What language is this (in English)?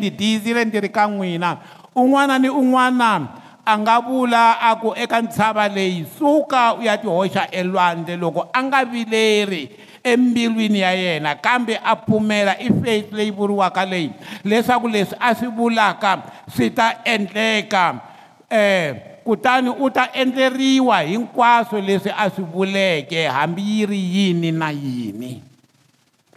Tsonga